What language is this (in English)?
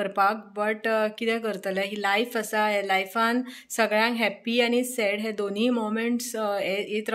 Konkani